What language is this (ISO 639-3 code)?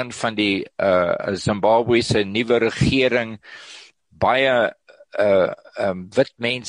afr